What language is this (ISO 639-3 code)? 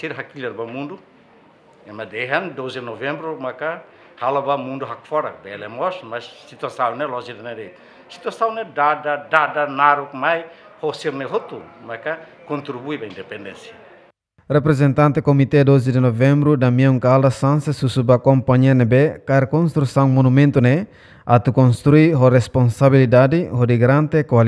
tet